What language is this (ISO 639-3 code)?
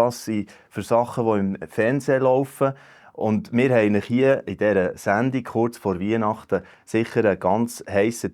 gsw